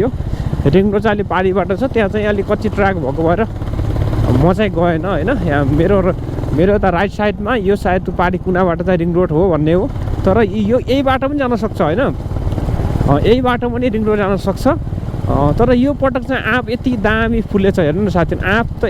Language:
Nepali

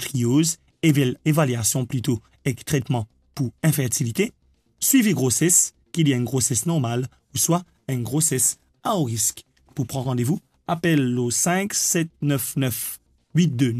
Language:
Morisyen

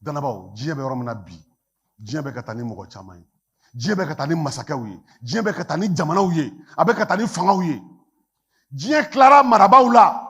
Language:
Bambara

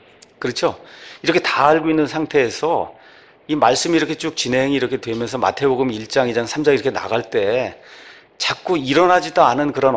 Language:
Korean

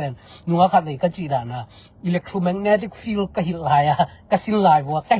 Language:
Tedim Chin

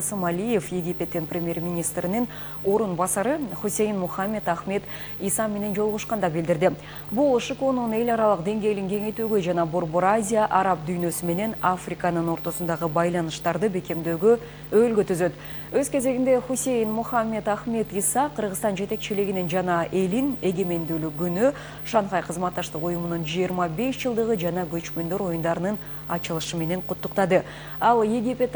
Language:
Kyrgyz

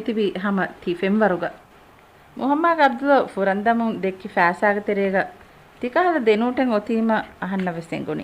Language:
Divehi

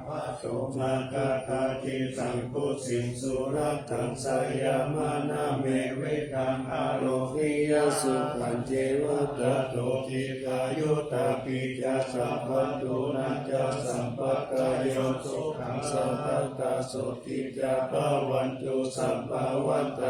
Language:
Pali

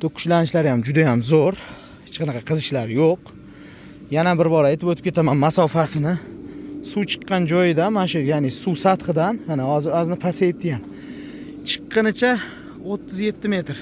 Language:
Uzbek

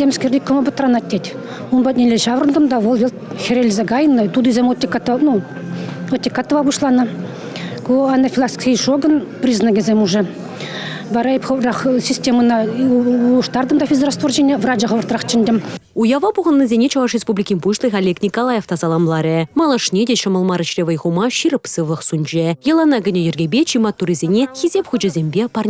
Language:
Chuvash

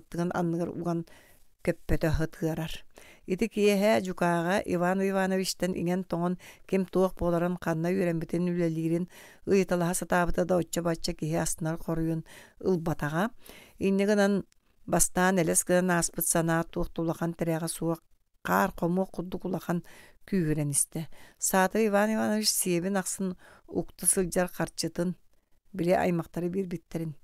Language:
Yakut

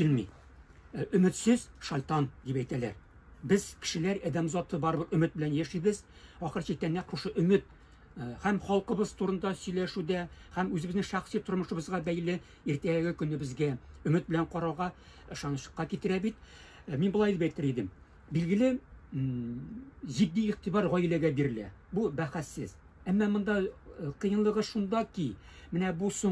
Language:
Tatar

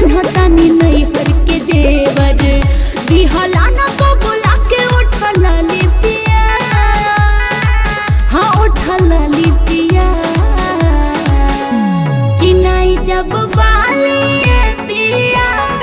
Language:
Bhojpuri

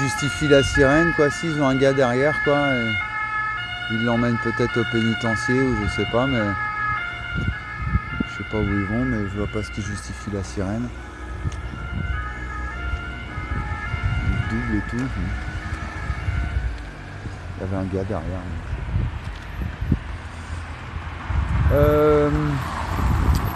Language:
French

